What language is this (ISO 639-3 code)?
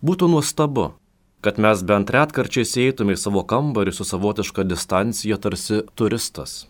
lit